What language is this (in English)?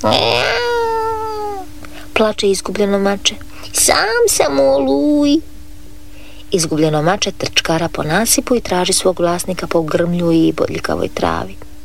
Croatian